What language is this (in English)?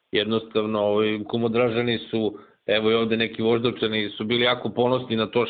Serbian